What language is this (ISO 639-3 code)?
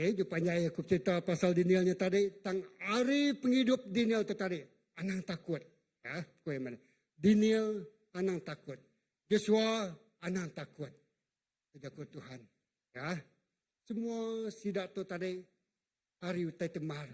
iba